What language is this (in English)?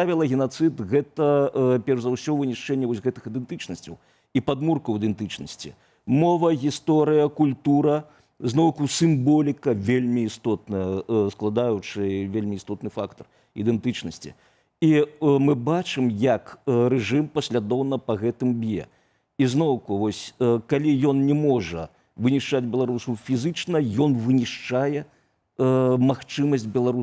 Belarusian